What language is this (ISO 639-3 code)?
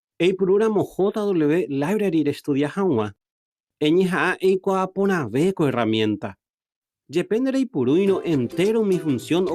grn